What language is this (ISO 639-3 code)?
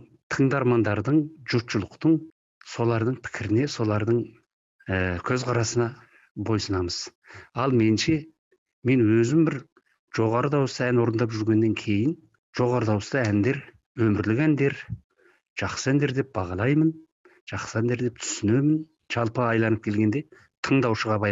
kaz